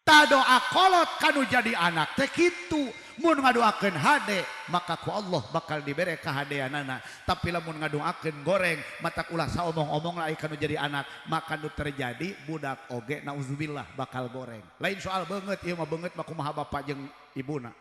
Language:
Sundanese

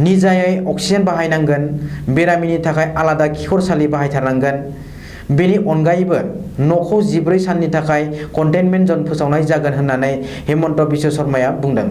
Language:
Bodo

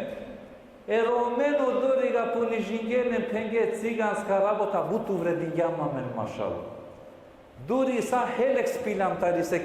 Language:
Balkan Romani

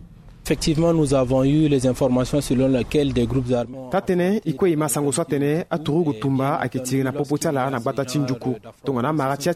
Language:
Sango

